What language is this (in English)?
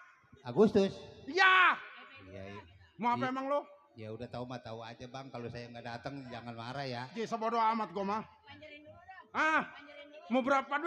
Betawi